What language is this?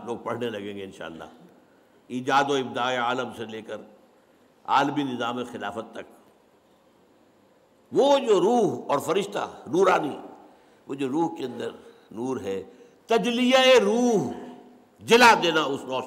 Urdu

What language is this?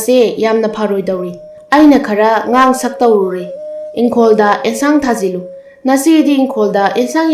Manipuri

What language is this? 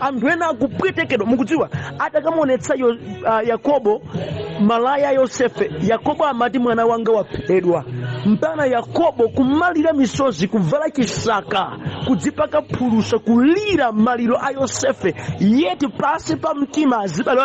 Nyanja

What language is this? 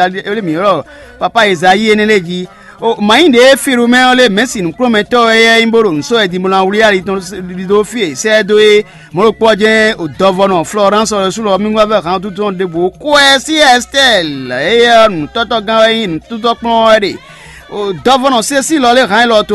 Fon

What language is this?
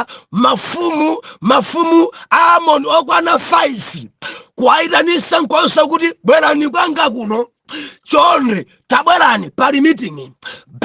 Nyanja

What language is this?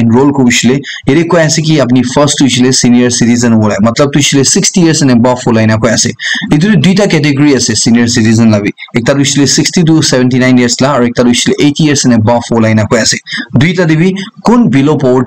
Naga Pidgin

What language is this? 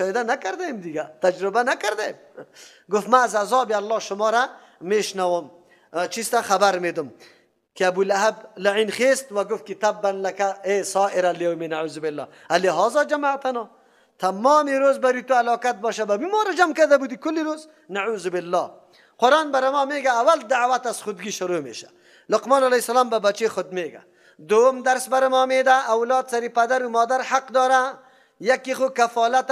Persian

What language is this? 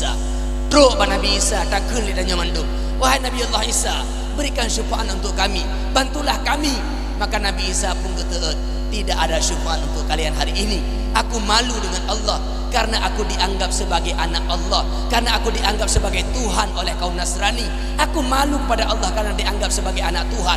Achinese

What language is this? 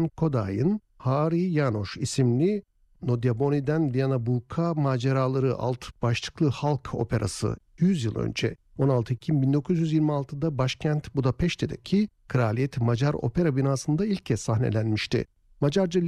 Turkish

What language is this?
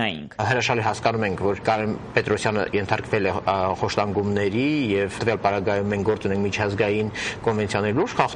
Armenian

